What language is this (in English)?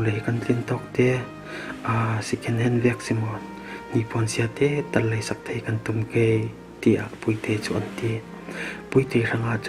Falam Chin